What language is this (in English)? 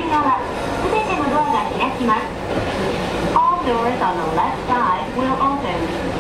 Japanese